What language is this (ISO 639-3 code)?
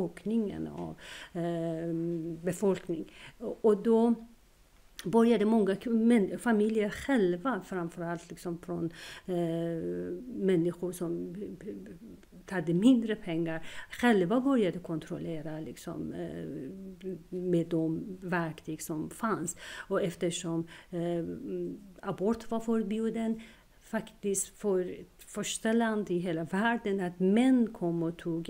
swe